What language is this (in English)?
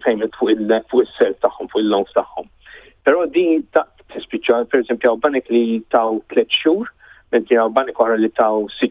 Maltese